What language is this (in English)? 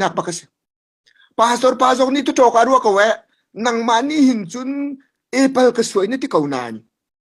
Hakha Chin